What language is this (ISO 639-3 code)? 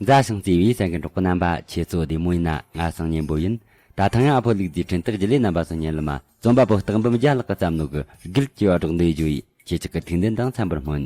bod